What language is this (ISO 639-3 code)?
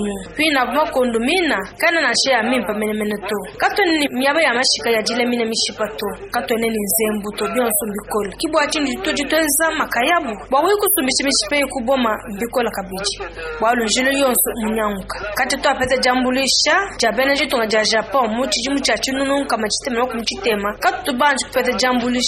lua